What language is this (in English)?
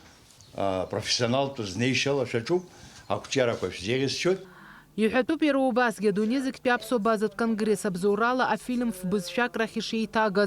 Abkhazian